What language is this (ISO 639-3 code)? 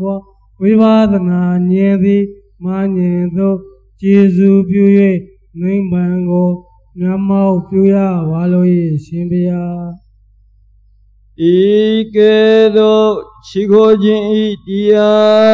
mya